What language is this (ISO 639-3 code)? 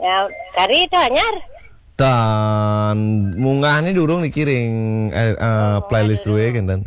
ban